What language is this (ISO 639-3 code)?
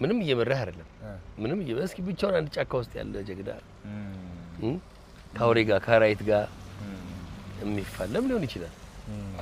amh